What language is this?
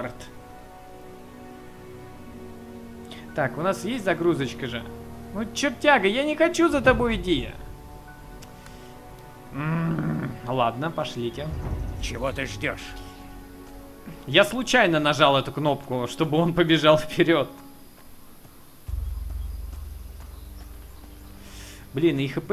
Russian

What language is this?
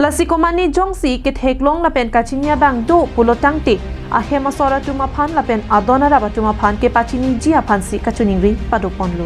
Karbi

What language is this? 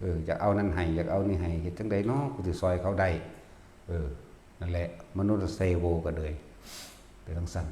Northeastern Thai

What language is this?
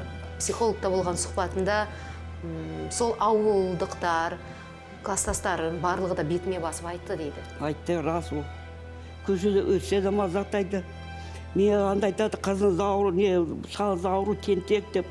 Kazakh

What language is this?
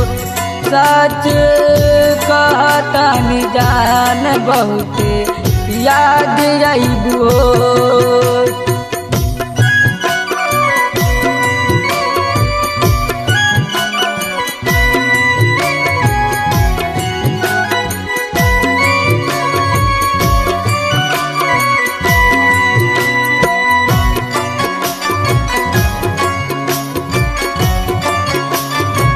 Bhojpuri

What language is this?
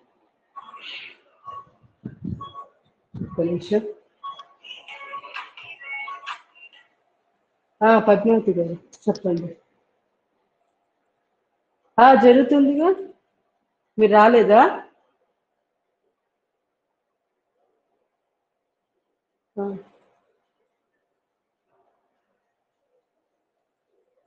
Telugu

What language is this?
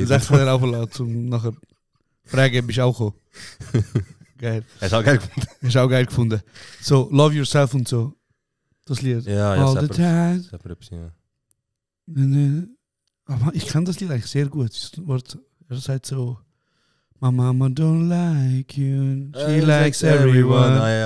Swiss German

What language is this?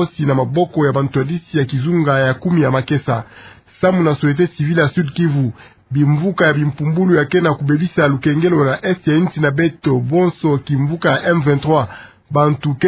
Kituba (Democratic Republic of Congo)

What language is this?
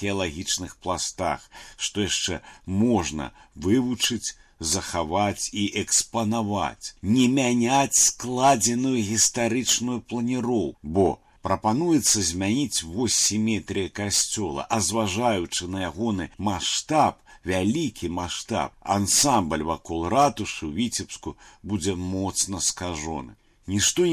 Belarusian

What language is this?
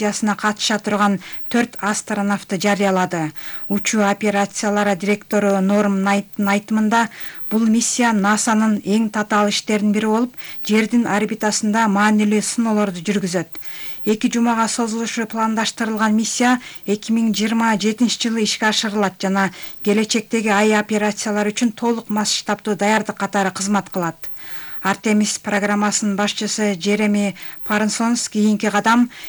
Kyrgyz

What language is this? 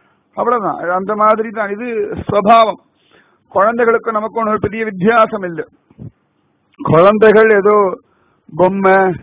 Tamil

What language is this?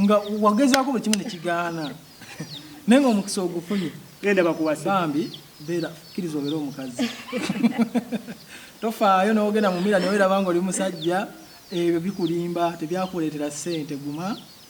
Ganda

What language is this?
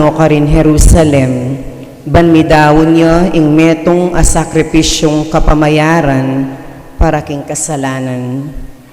Pampanga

